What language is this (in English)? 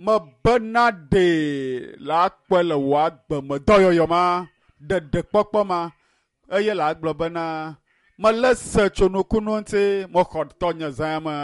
Ewe